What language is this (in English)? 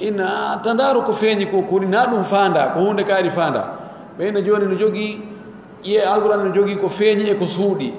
Pular